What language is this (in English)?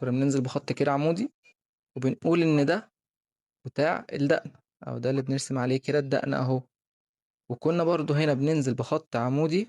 Egyptian Arabic